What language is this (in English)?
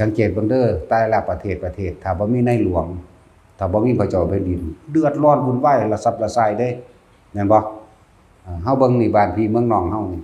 Northeastern Thai